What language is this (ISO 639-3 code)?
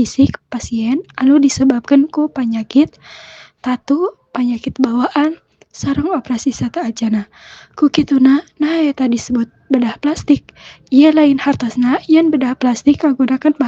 sun